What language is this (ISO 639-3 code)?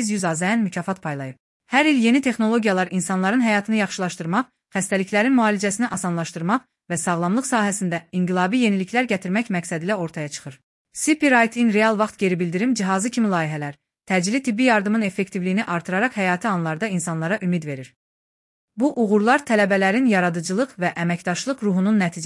aze